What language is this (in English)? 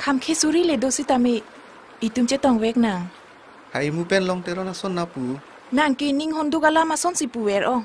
Karbi